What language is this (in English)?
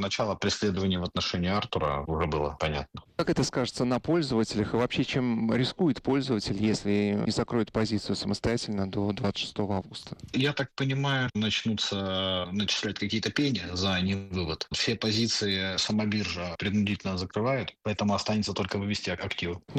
Russian